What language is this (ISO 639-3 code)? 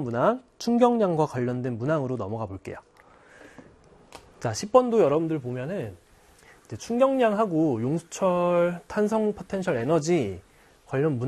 kor